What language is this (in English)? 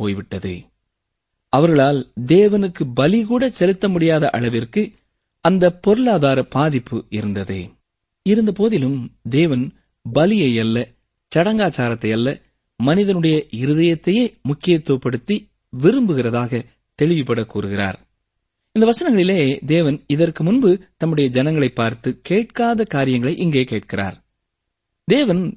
Tamil